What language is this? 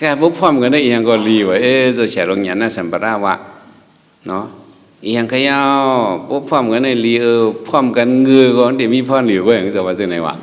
Shan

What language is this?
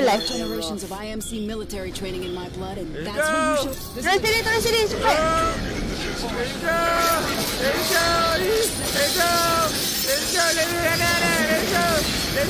Malay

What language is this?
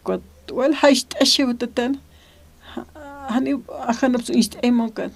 Aymara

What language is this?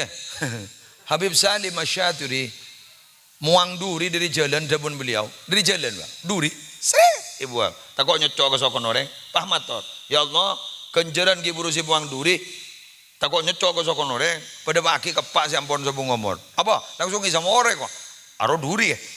Madurese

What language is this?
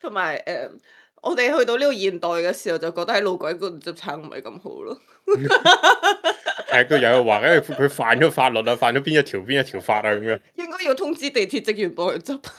Cantonese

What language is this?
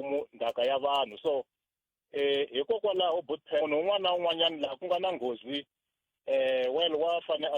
Tsonga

